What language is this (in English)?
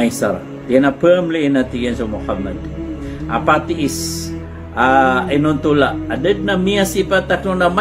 Maranao